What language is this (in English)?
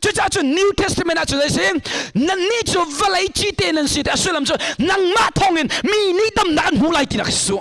Hakha Chin